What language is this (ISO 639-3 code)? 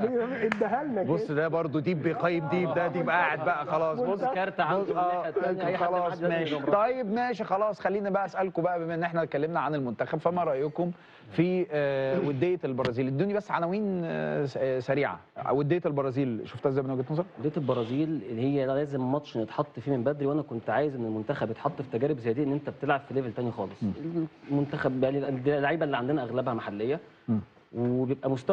arz